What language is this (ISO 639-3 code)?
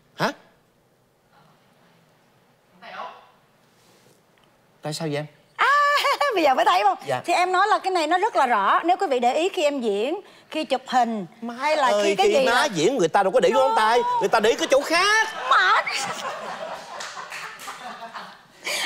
vie